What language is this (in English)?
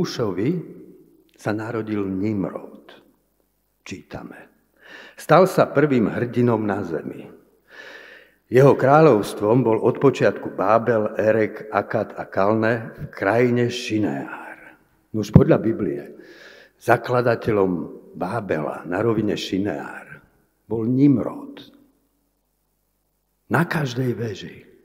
Slovak